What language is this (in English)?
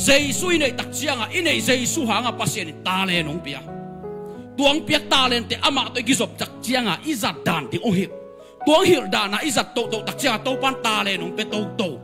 Tedim Chin